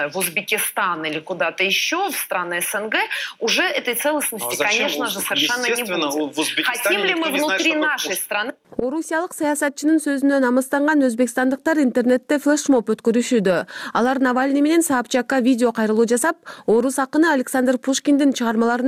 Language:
Kyrgyz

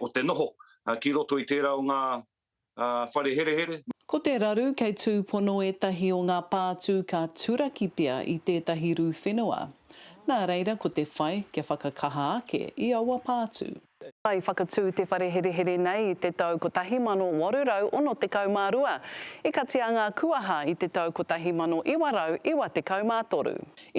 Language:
Māori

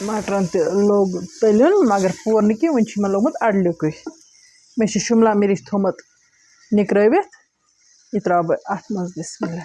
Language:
Kashmiri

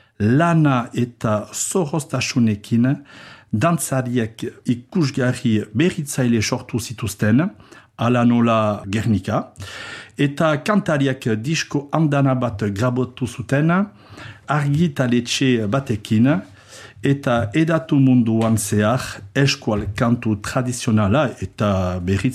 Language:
Basque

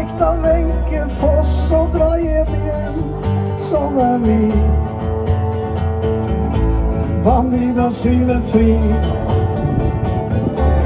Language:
Norwegian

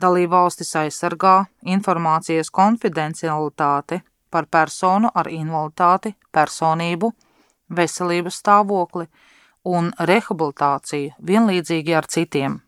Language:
Latvian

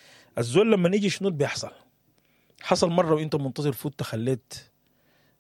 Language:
Sudanese Arabic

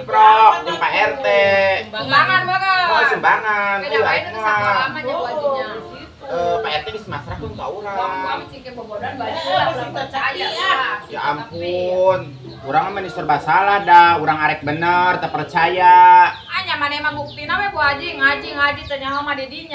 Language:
Sundanese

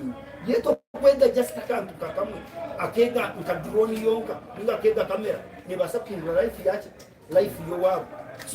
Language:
Nyankole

